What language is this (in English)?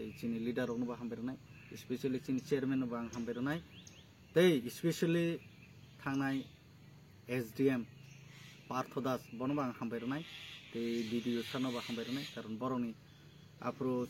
Kok Borok